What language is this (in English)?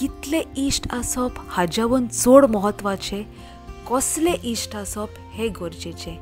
Konkani